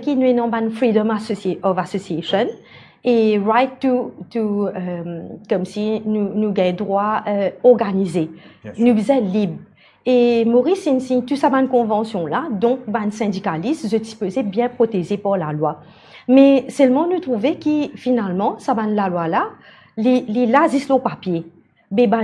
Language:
Morisyen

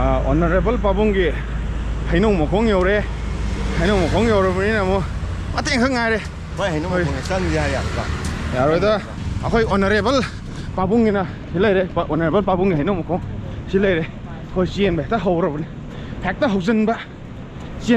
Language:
Manipuri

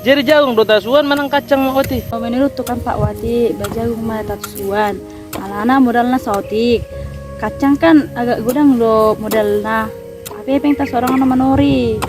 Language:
Batak Toba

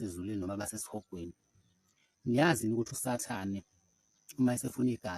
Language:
Zulu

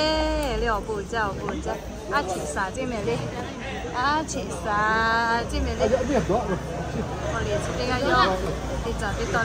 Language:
Lahu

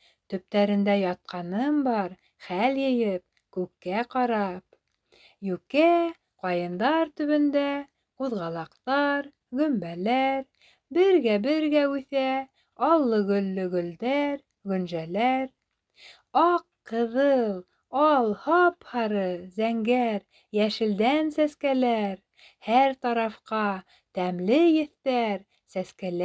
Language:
Bashkir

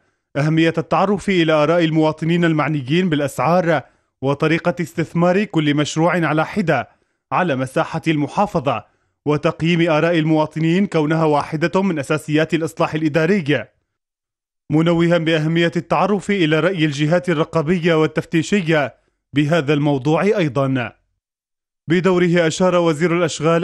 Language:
Arabic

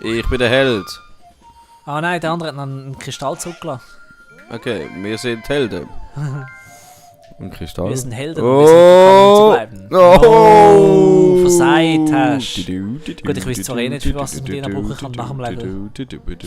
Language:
Swiss German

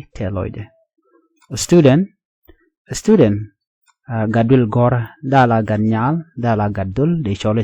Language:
Nuer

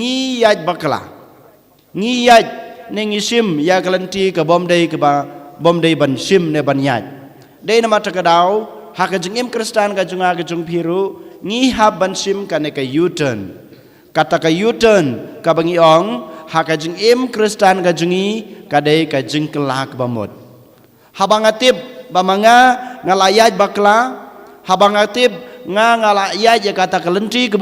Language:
Khasi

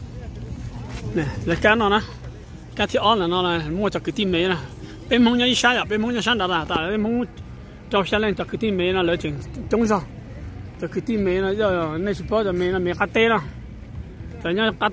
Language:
Vietnamese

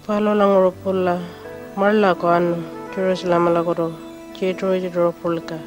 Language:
Pitjantjatjara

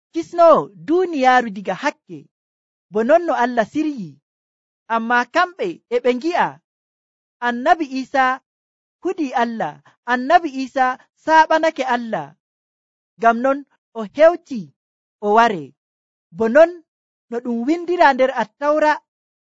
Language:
Nigerian Fulfulde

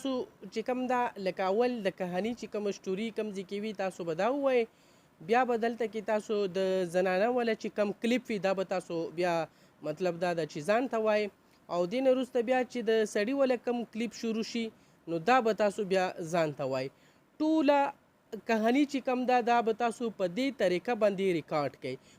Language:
Pashto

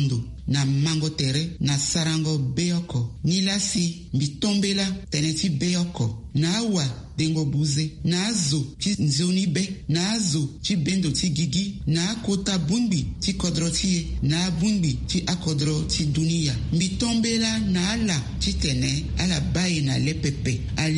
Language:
Sango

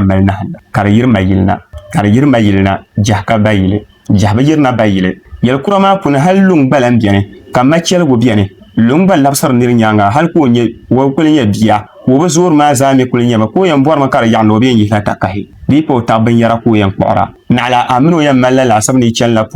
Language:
Dagbani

